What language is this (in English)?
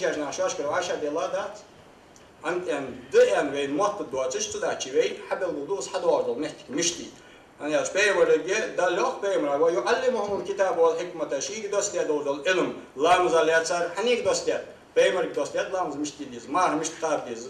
Ingush